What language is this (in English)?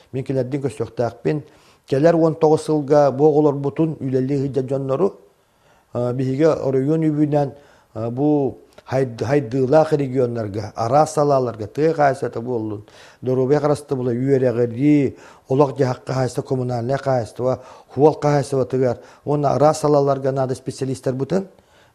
Yakut